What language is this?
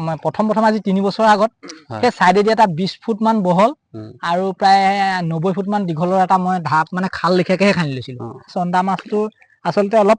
Assamese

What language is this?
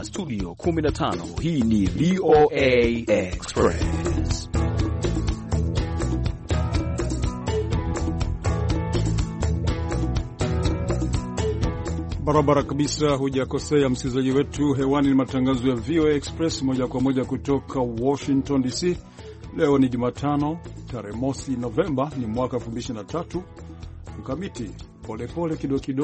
Swahili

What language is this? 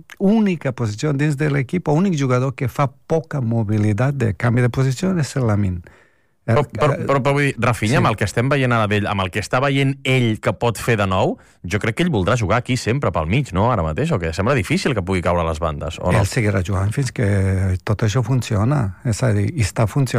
Catalan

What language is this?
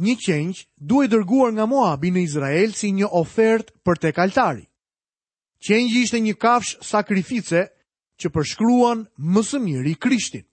Albanian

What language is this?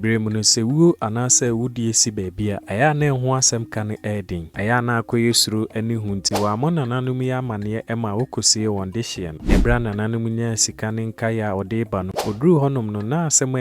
Akan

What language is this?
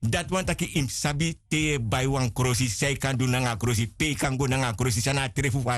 Sranan Tongo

